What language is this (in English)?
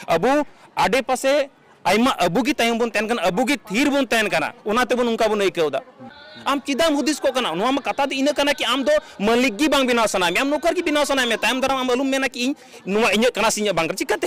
Santali